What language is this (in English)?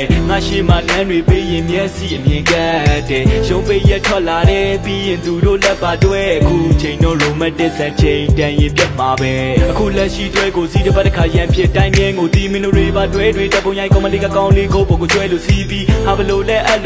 Burmese